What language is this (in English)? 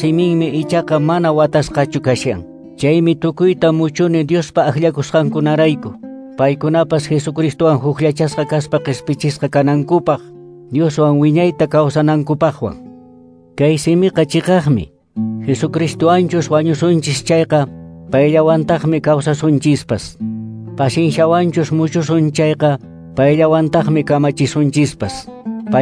Quechua